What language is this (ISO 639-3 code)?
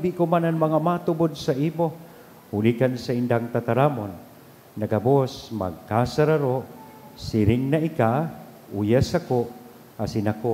bik